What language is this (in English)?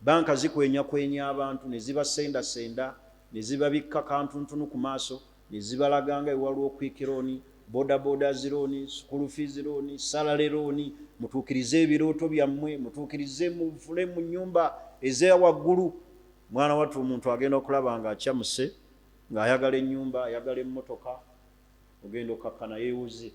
Ganda